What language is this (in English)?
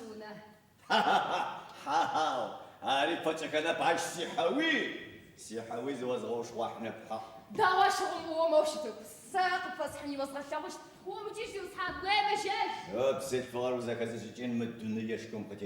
Adyghe